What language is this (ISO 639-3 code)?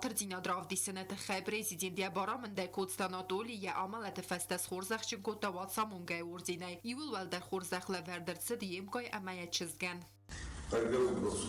oss